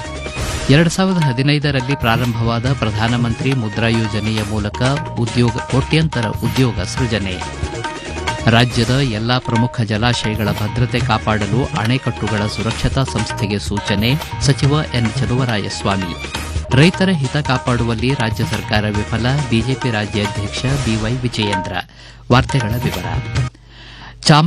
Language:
Kannada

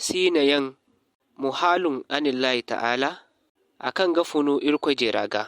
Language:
Zarma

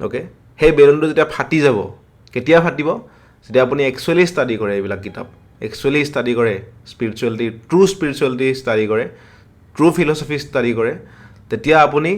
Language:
Assamese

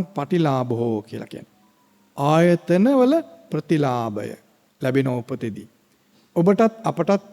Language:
Sinhala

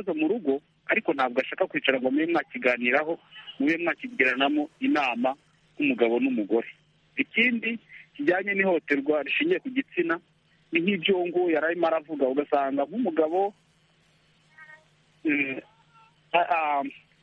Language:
Kinyarwanda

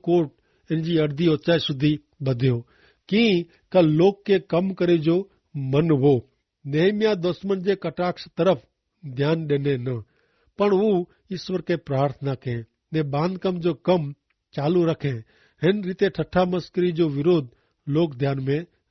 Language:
Kachhi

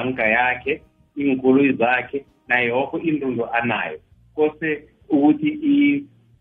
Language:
South Ndebele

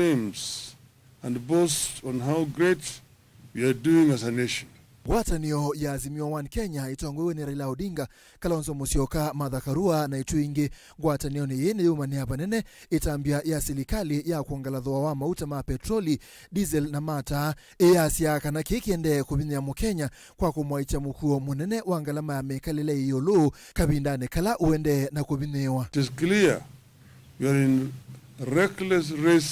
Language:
Kamba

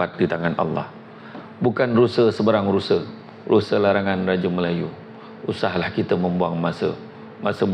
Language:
Malay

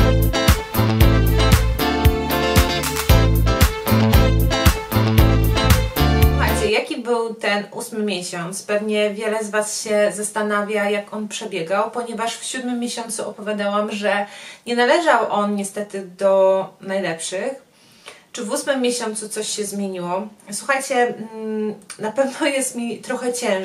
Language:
Polish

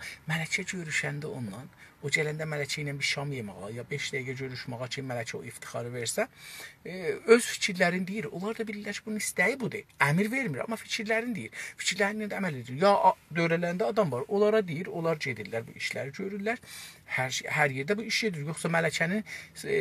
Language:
South Azerbaijani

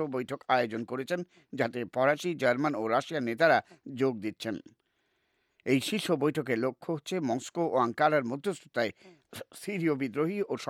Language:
Bangla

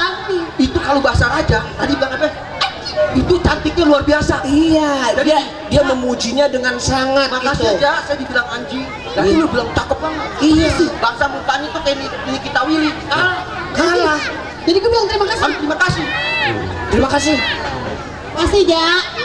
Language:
Betawi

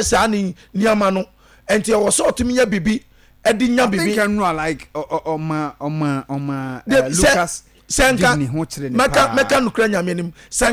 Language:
Akan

